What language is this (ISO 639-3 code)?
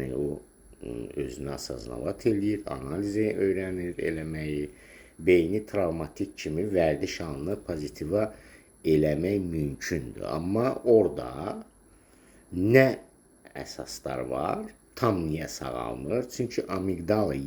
aze